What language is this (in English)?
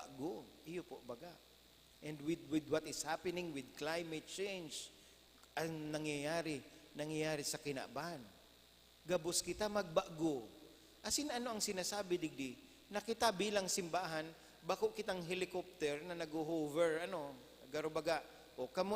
Bikol